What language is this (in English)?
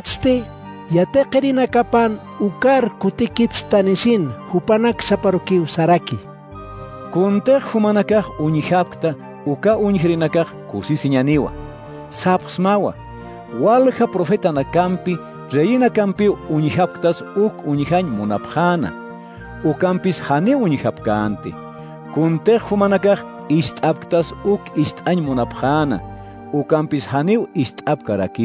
Aymara